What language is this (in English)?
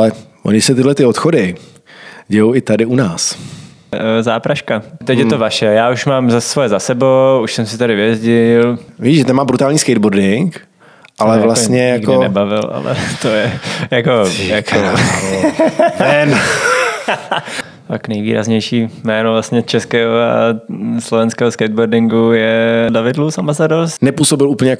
Czech